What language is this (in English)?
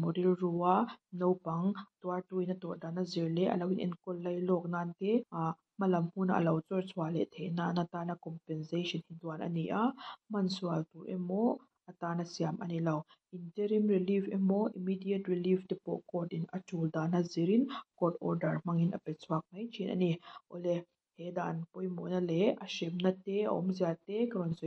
Mizo